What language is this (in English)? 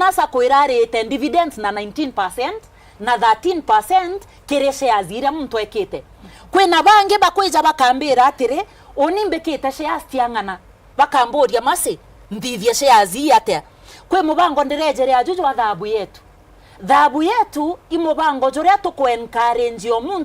Meru